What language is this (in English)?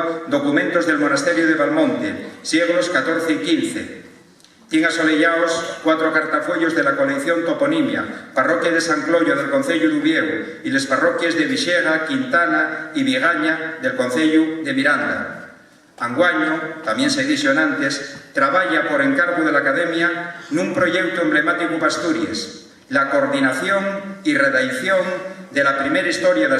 Asturian